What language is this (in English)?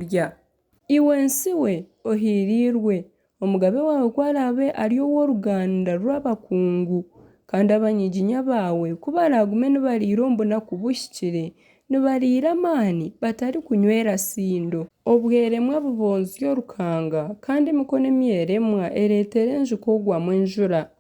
Nyankole